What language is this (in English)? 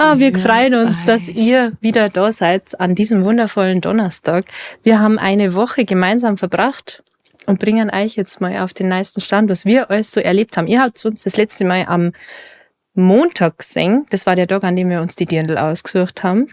Bavarian